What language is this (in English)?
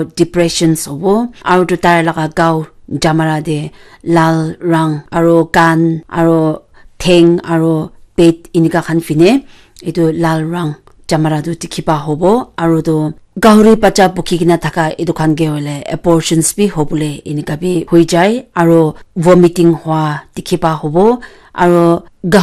Naga Pidgin